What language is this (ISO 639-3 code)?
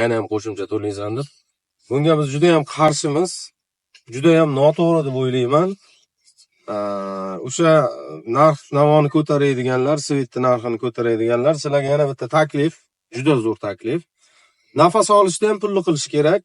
uzb